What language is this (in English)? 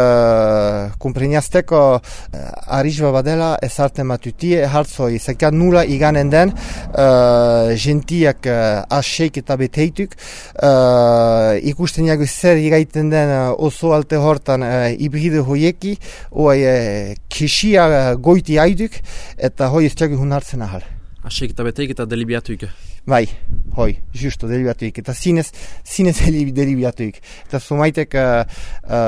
Basque